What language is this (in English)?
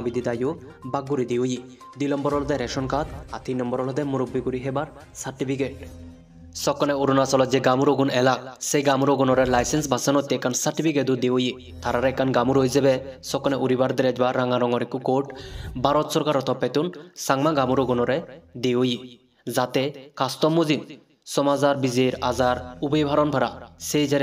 Chakma